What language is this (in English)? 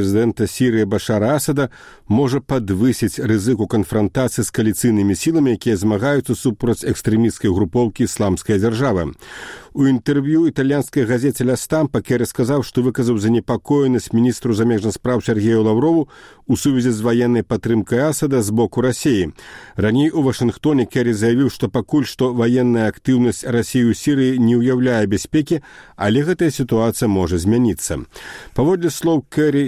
Belarusian